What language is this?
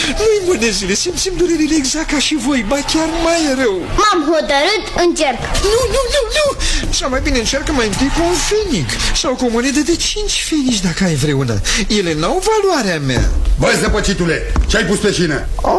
Romanian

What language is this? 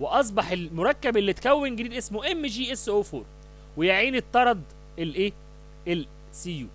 Egyptian Arabic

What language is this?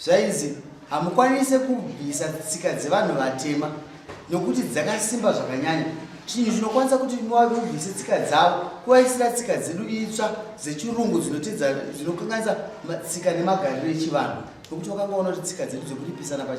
Shona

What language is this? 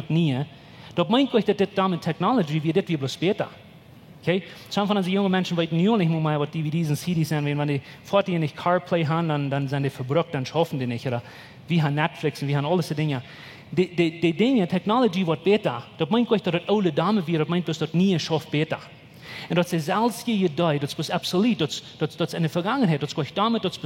Plautdietsch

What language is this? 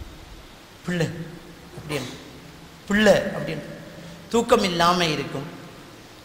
Tamil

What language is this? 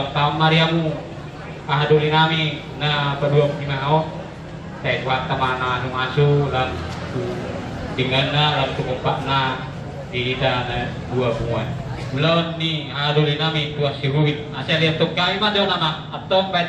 Batak Toba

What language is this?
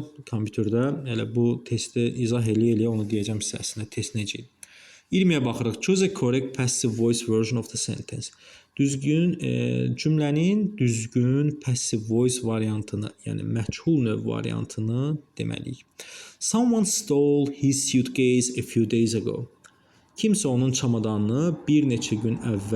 Azerbaijani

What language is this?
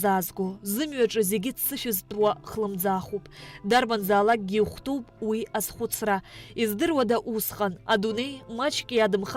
Abkhazian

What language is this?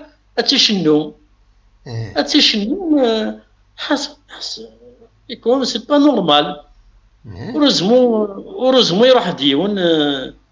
Kabyle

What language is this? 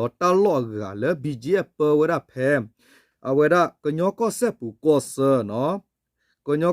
S'gaw Karen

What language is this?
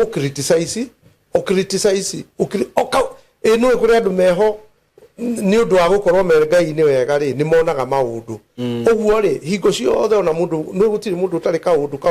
Kikuyu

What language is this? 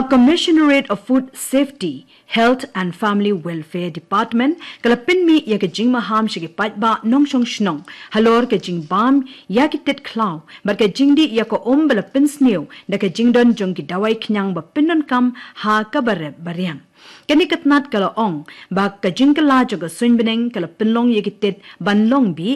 Khasi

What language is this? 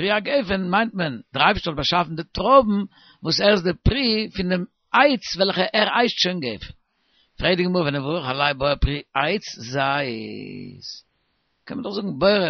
Yiddish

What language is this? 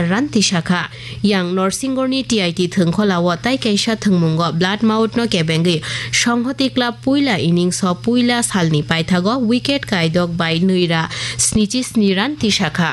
Kok Borok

